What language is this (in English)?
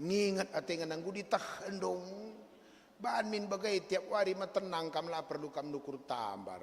Batak Karo